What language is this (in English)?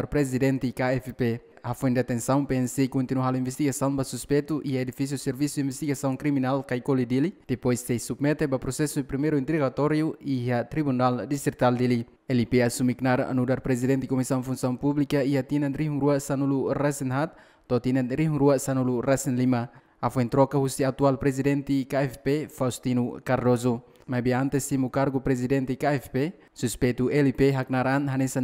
Tetum